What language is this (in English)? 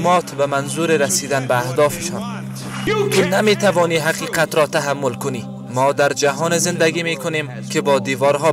Persian